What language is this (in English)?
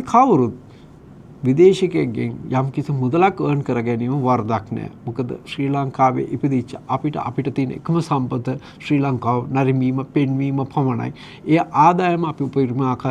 Sinhala